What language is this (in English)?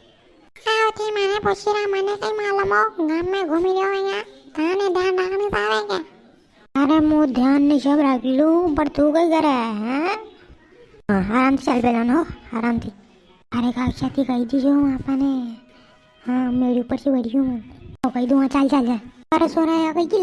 Rajasthani